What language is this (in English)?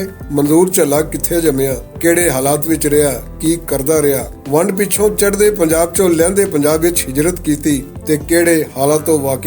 Western Panjabi